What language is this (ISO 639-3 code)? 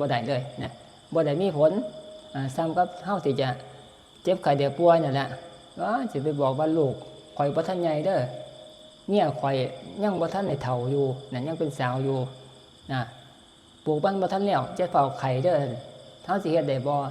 tts